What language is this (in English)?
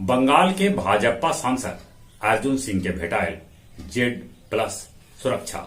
Magahi